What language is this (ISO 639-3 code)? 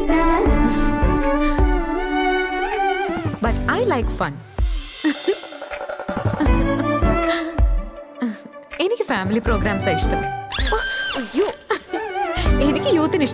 mal